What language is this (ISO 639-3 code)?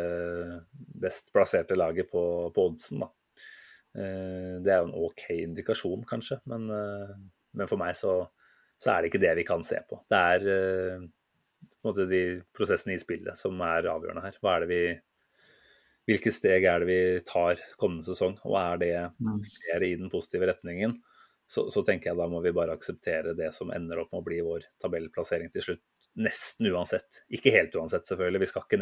nor